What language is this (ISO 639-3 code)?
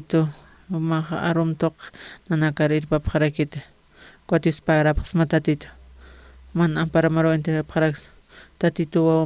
aym